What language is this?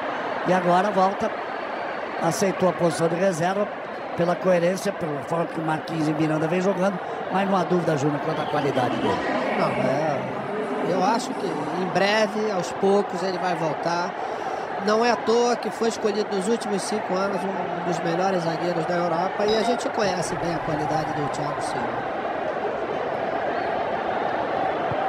Portuguese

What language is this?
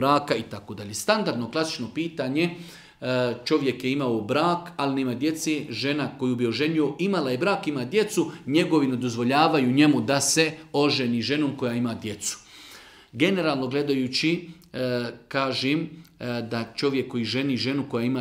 Bosnian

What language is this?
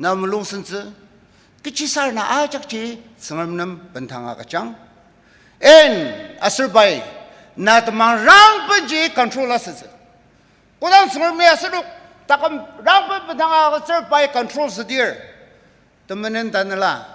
Ao Naga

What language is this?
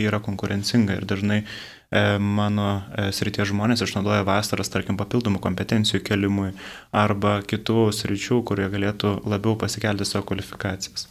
Lithuanian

